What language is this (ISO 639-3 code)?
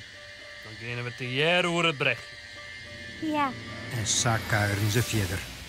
fry